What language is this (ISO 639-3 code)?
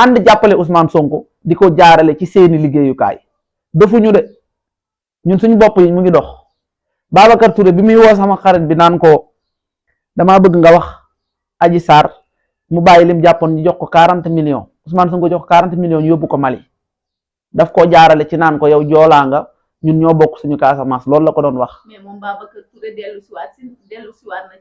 wol